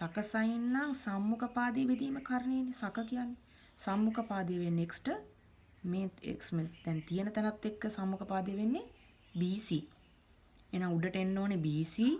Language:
Sinhala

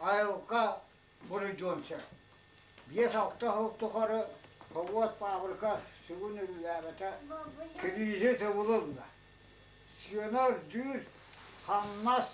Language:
Yakut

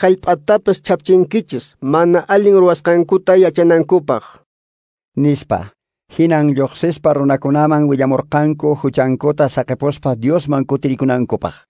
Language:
Quechua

